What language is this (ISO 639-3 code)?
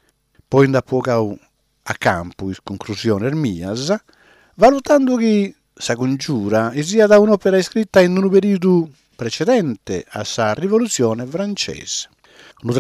srd